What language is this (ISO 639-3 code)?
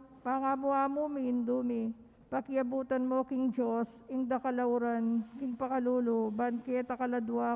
pam